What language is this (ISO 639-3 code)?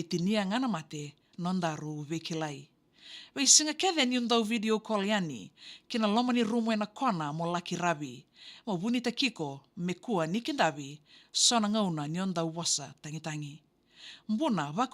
fij